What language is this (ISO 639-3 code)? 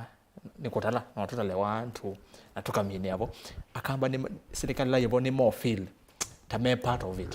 kam